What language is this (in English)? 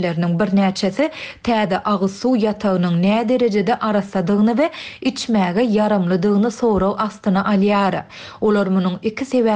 Turkmen